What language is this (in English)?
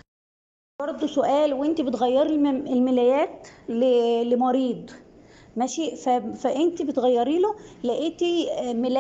Egyptian Arabic